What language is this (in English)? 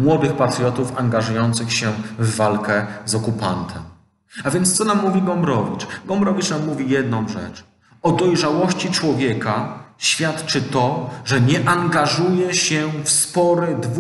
Polish